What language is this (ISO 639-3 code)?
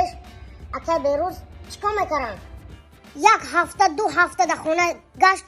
tgk